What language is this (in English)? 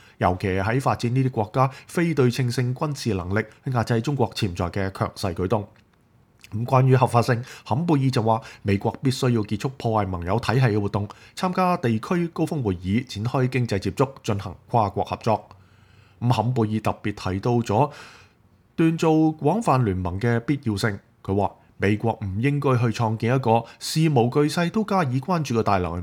Cantonese